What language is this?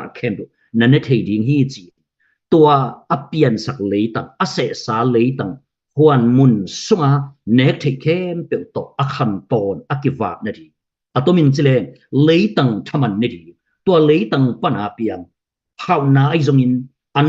Tedim Chin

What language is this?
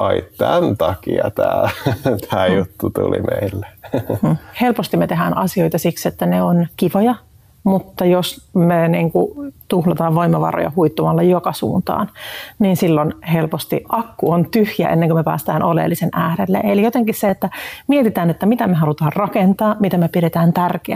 Finnish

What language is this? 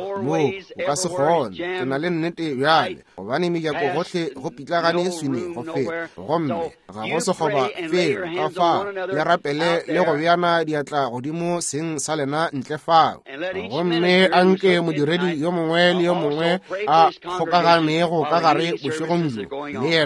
Northern Sotho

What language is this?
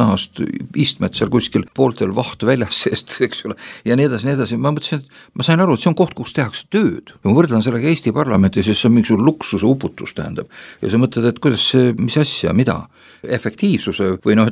Estonian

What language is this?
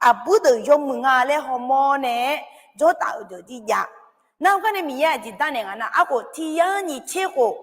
Akha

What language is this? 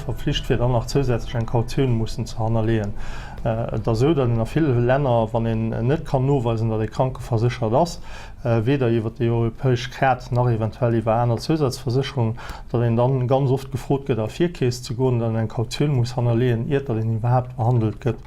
Luxembourgish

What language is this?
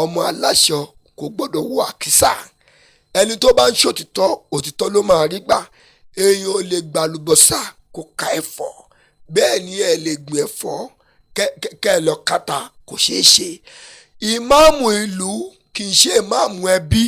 Yoruba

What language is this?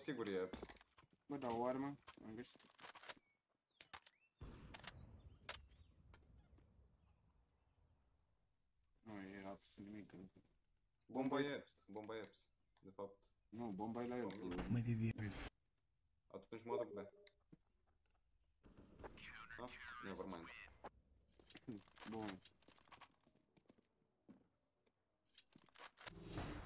Romanian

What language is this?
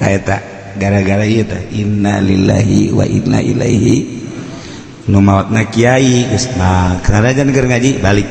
Sundanese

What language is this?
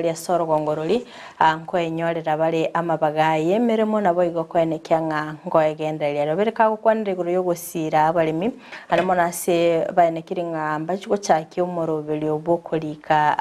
Gusii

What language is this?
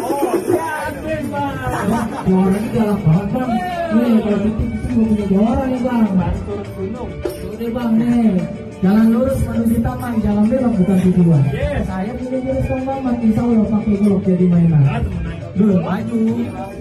Betawi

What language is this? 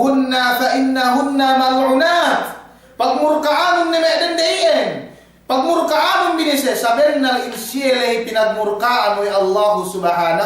Yakan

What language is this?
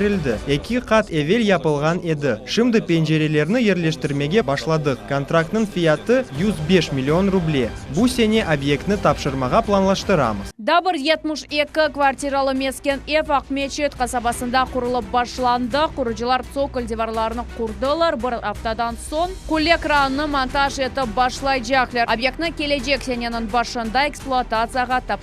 Crimean Tatar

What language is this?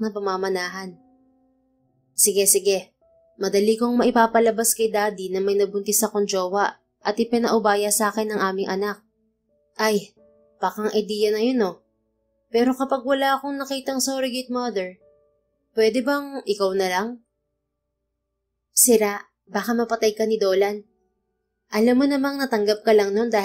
Filipino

